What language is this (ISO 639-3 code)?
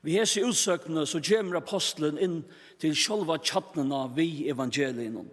fao